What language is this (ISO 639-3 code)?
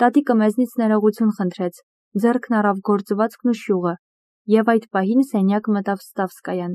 hye